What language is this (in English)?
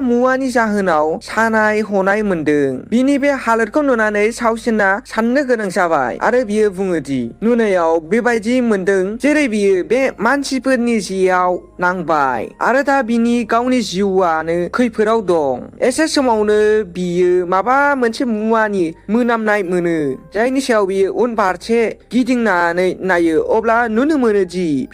Bodo